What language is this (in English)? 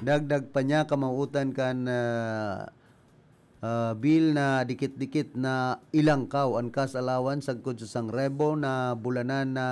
Bikol